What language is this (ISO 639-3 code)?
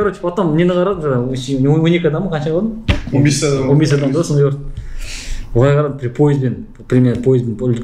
kaz